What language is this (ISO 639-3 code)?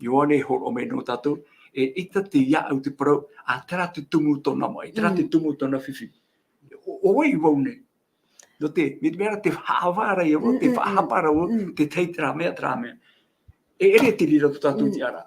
tah